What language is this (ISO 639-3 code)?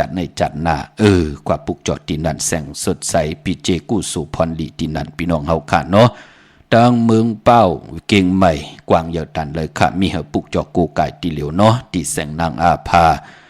shn